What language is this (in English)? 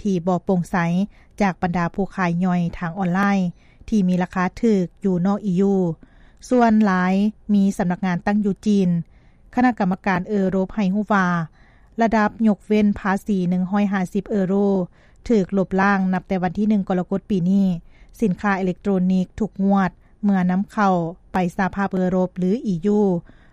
Lao